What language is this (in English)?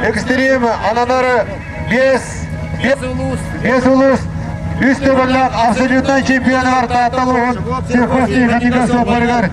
Yakut